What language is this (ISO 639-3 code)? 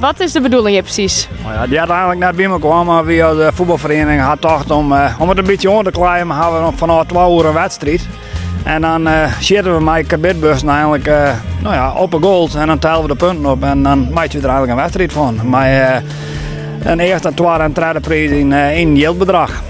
fry